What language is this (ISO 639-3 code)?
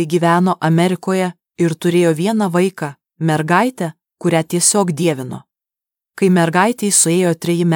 lit